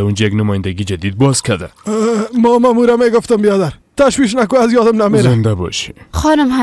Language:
Persian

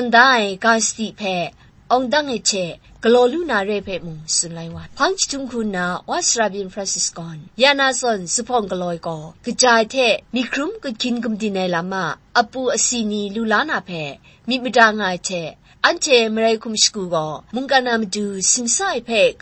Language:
Kachin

